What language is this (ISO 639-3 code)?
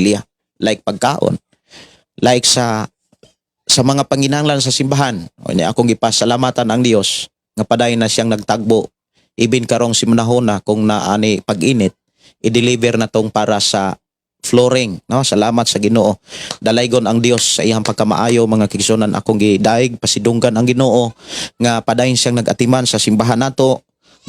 ceb